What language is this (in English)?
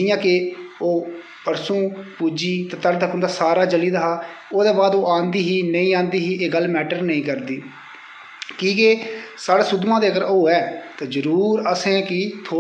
Dogri